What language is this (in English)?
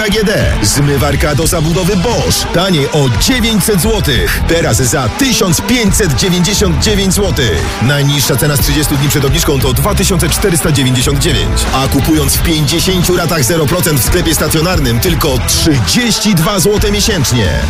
Polish